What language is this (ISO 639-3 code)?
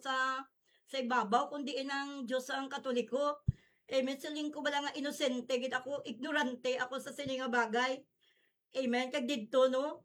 hil